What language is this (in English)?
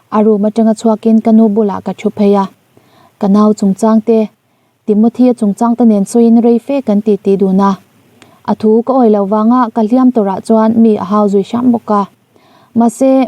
Mizo